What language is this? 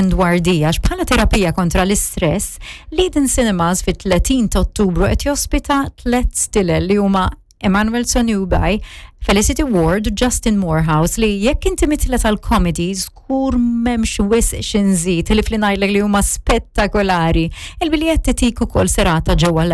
Maltese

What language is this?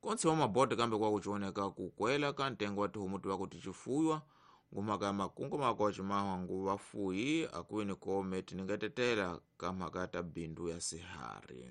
Tsonga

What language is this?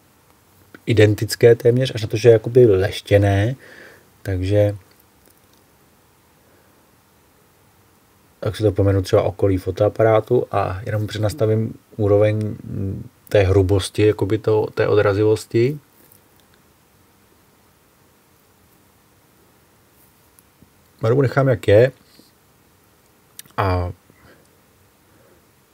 Czech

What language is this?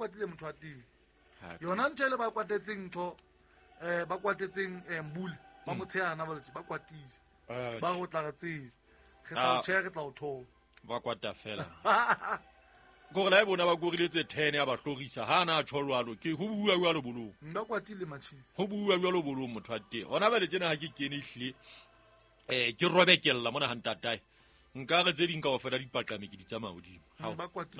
Southern Sotho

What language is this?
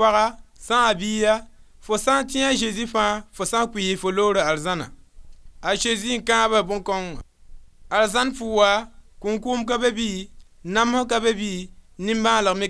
Mossi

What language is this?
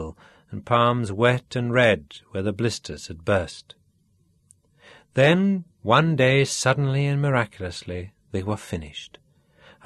English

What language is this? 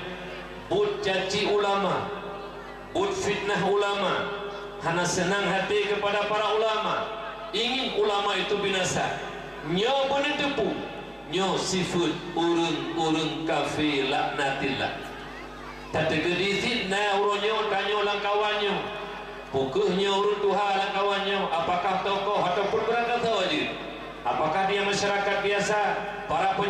Achinese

